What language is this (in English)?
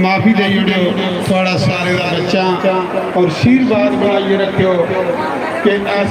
Dogri